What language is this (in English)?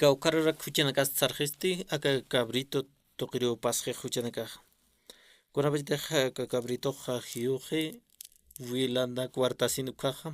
Aymara